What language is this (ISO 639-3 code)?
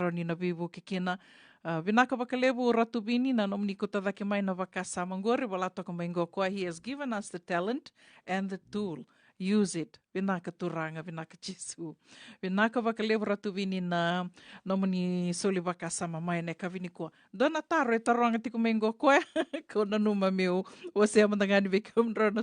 fij